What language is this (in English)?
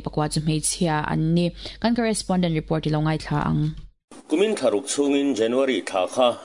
Mizo